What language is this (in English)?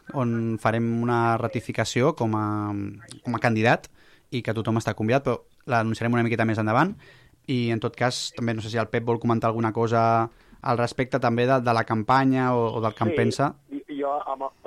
Catalan